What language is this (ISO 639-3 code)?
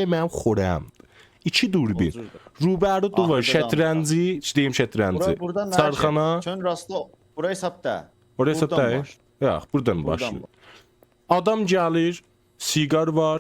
azb